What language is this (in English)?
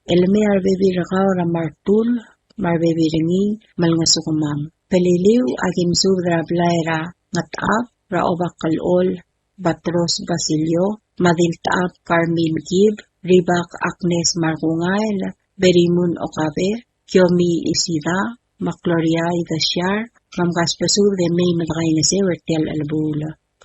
Palauan